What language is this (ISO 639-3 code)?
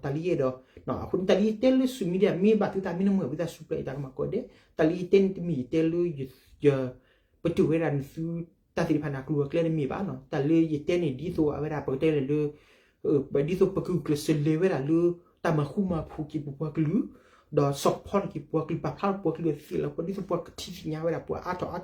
ksw